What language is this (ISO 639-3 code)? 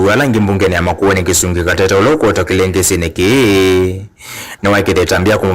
kam